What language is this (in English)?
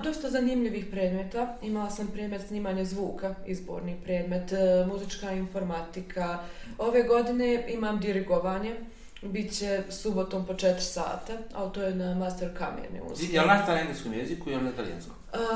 Bosnian